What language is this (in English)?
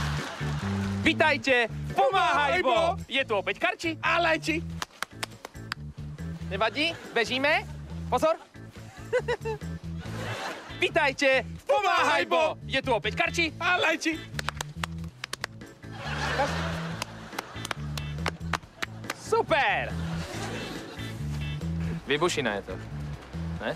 Slovak